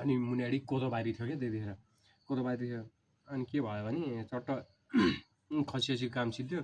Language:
Nepali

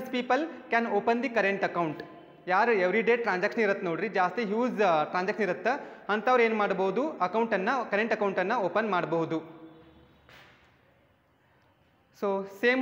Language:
Kannada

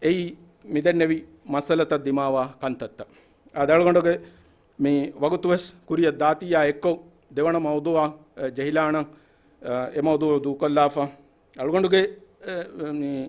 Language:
Divehi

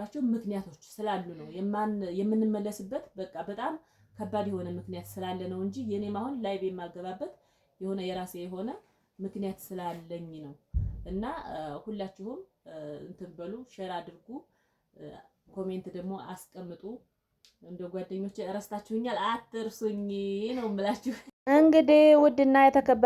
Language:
Amharic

